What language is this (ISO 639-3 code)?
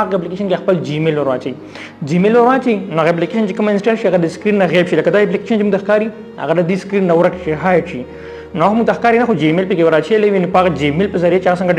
pus